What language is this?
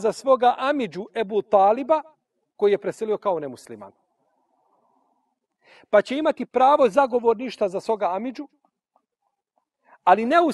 Bosnian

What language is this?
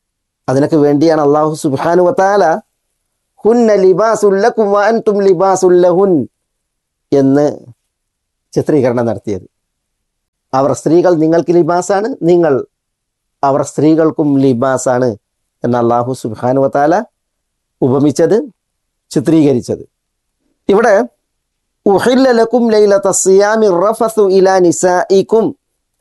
Malayalam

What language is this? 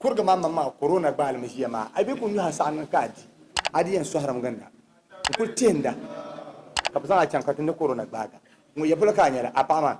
Dagbani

